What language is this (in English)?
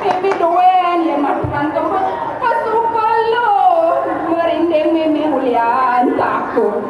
Balinese